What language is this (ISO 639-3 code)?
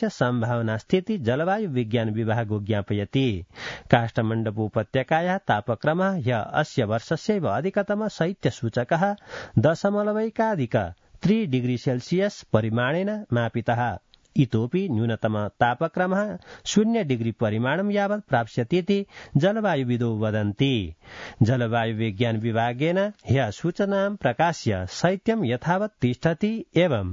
san